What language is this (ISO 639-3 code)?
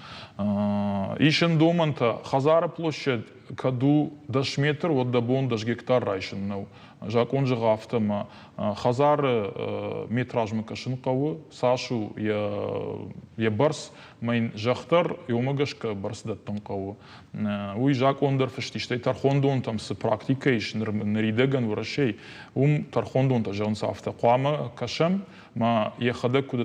oss